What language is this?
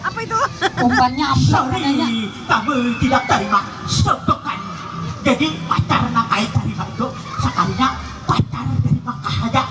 Banjar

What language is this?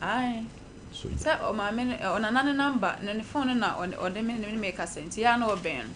Akan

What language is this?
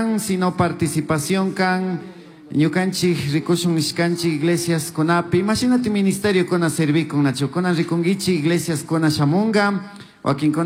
Chimborazo Highland Quichua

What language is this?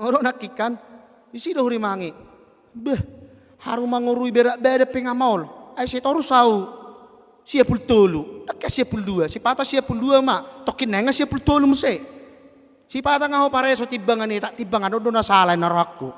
Batak Toba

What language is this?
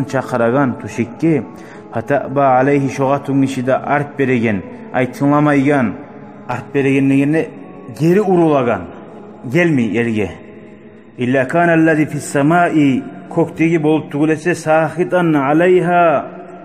Kumyk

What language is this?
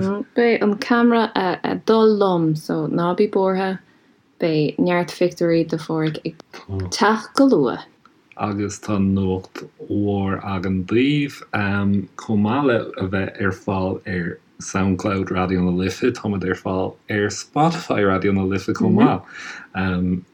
Irish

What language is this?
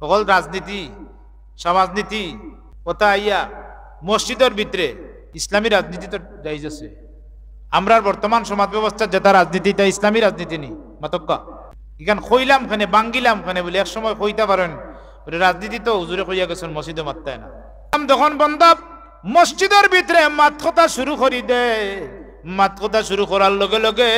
Sylheti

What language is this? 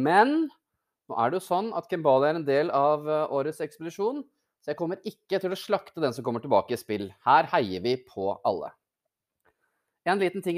Norwegian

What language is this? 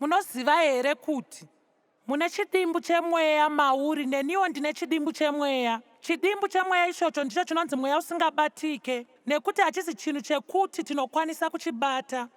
Shona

